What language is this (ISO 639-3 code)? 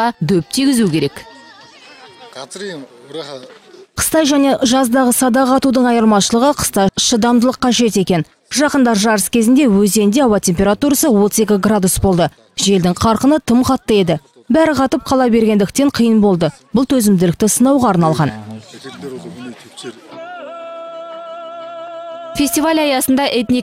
kaz